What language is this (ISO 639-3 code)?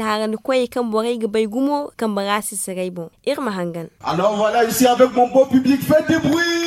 dje